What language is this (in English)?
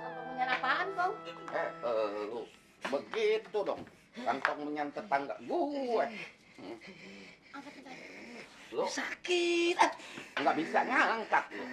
Betawi